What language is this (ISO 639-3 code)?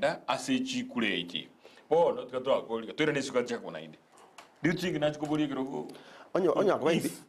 guz